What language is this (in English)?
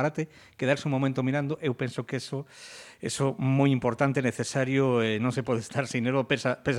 Galician